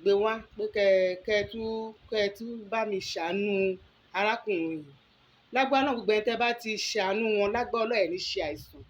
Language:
Yoruba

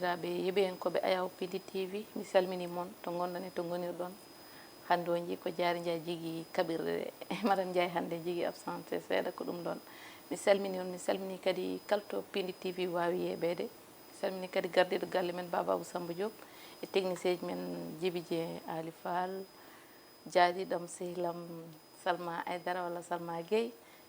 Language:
Fula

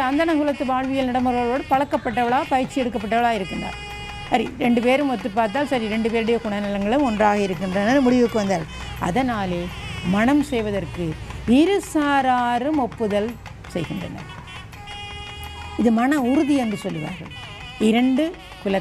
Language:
Tamil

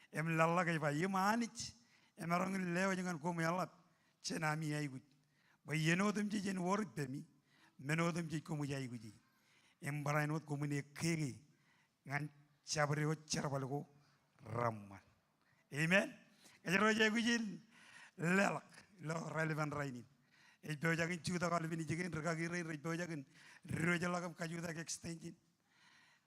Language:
Marshallese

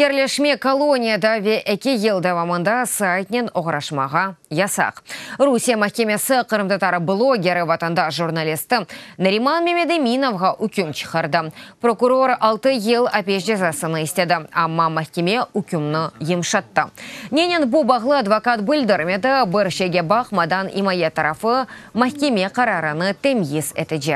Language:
Crimean Tatar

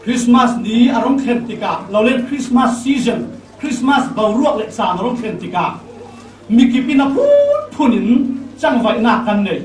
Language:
Falam Chin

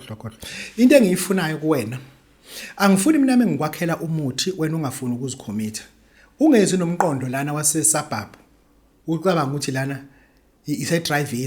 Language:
Zulu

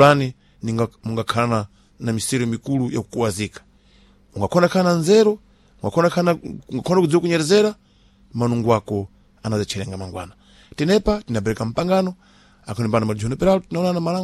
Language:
Sena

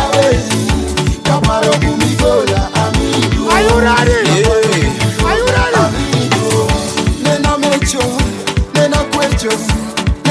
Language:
Luo (Kenya and Tanzania)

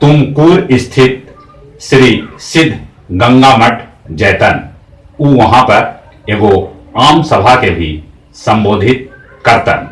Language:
Magahi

